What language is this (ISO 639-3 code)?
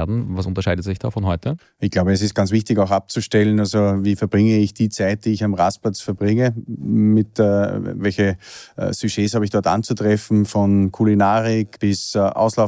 deu